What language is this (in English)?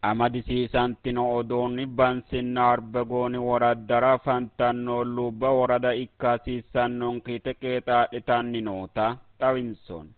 Sidamo